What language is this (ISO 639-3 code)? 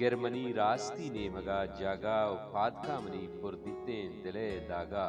bal